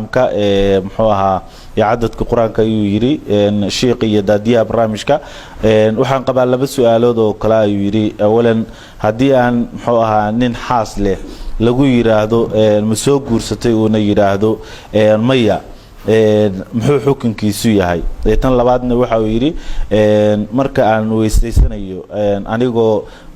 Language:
Somali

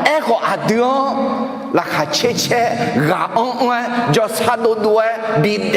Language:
Akha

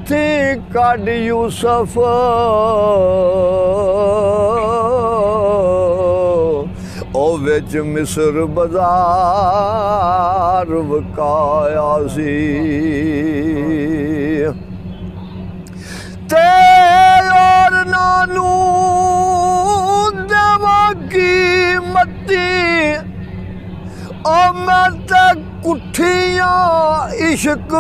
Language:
Punjabi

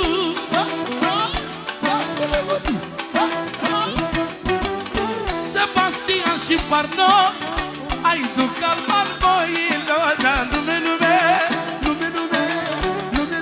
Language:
Romanian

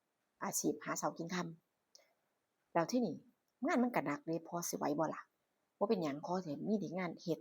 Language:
Northeastern Thai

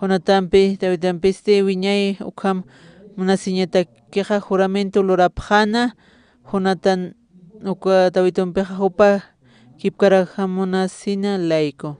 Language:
Aymara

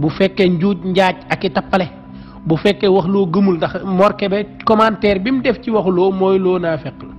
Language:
Wolof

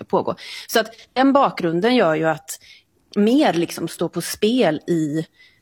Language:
Swedish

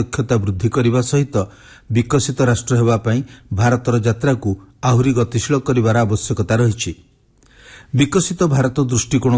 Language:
Odia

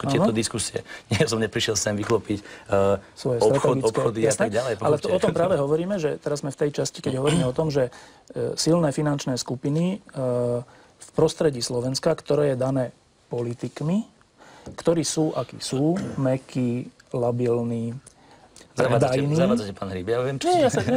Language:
Slovak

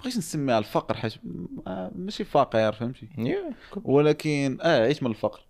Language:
Moroccan Arabic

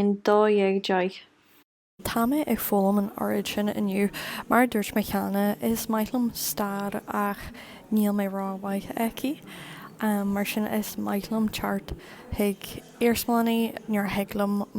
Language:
Irish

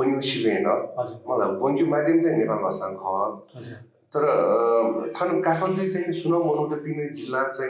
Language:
Newari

